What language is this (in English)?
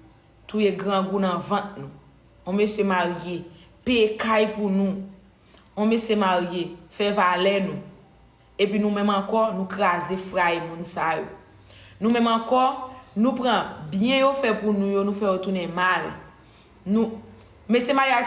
Haitian Creole